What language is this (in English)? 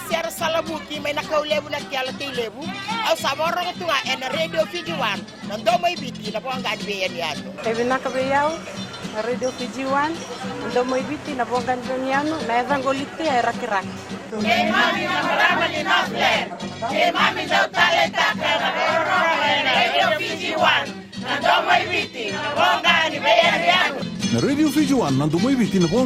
Fijian